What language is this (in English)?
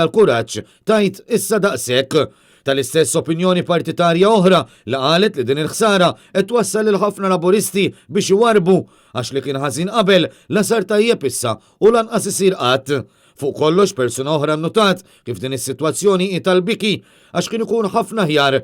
Maltese